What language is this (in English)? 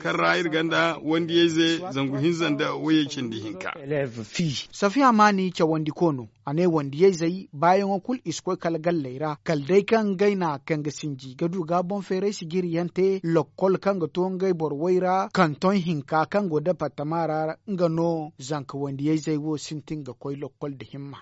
Zarma